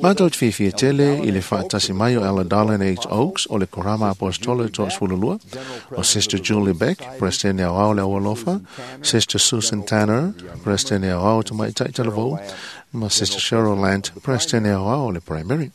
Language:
Samoan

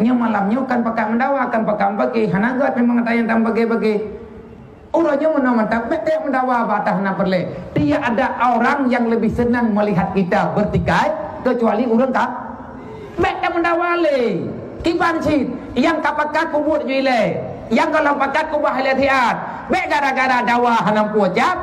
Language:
Achinese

